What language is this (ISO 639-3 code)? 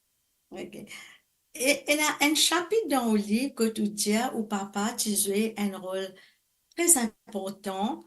mfe